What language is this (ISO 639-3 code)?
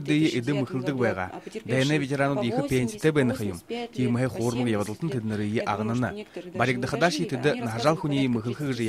bua